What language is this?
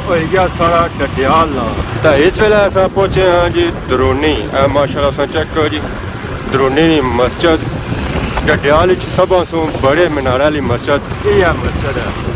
Pahari-Potwari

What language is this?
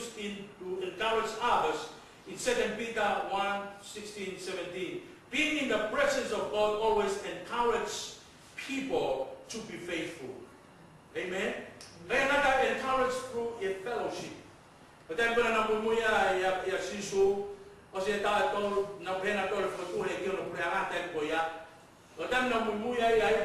Tongan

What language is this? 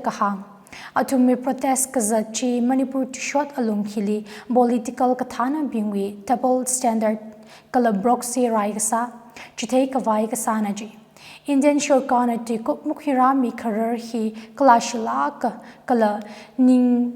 Tangkhul Naga (India)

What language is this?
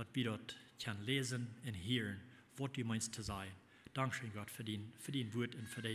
Plautdietsch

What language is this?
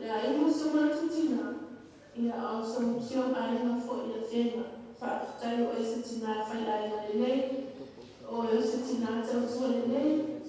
Samoan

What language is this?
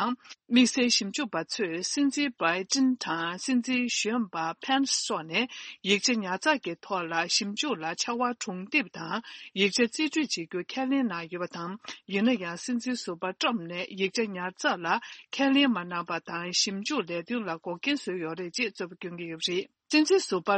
Tibetan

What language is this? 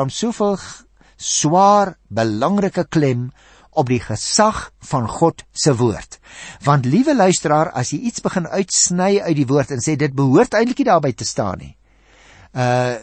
Afrikaans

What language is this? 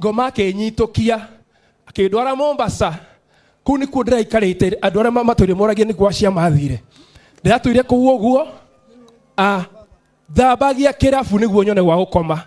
Kikuyu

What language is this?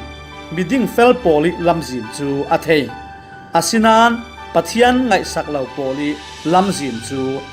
Falam Chin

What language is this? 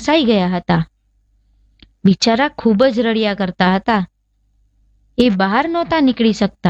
Gujarati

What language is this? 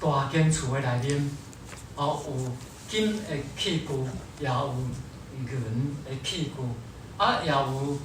Min Nan Chinese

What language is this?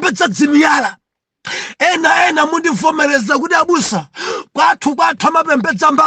Nyanja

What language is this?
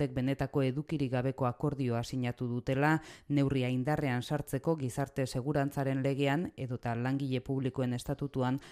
Basque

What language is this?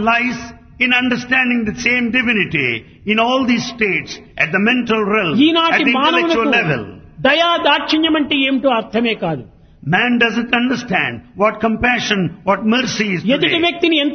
Telugu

